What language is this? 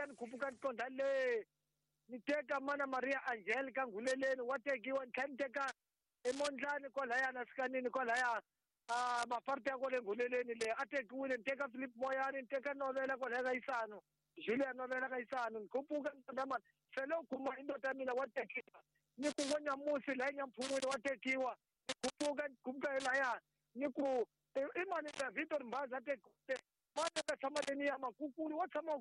Tsonga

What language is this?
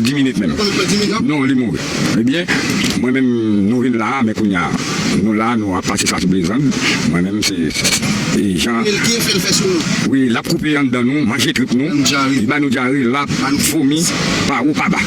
Haitian Creole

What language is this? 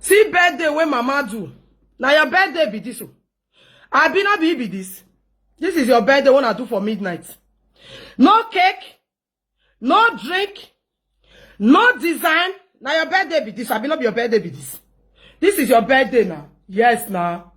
Nigerian Pidgin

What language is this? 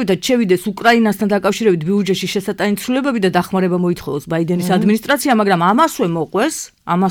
Georgian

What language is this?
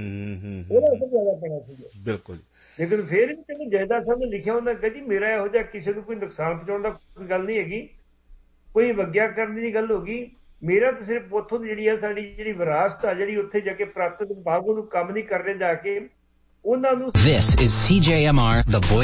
Punjabi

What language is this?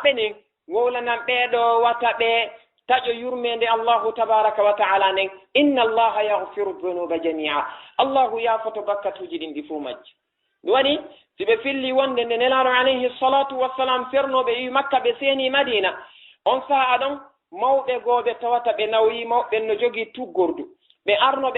Fula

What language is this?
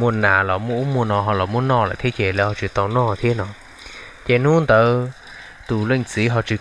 Hmong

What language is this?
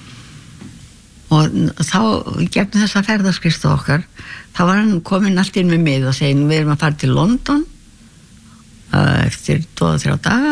Icelandic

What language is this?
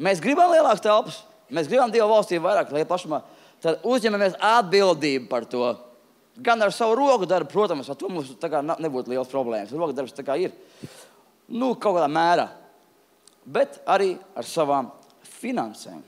Latvian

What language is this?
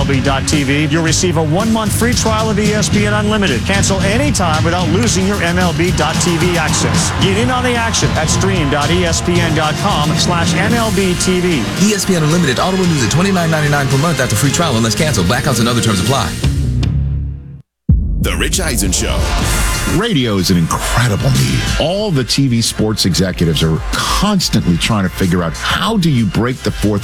English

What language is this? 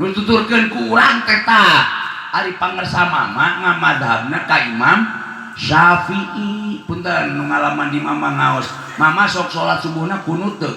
Sundanese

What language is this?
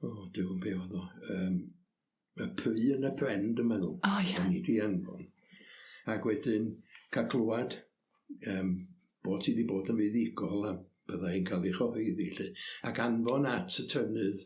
Welsh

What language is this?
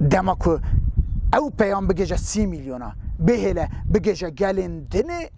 Kurdish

